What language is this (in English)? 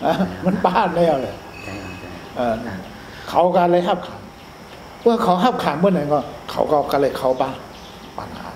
Shan